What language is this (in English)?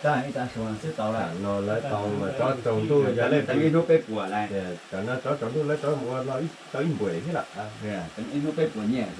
Hmong